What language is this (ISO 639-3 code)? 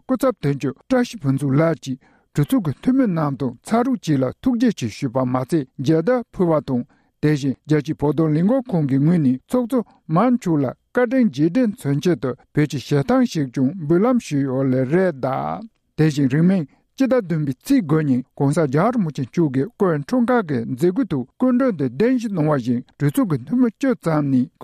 bod